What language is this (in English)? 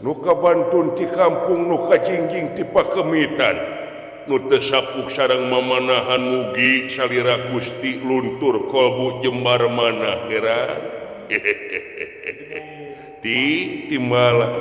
Sundanese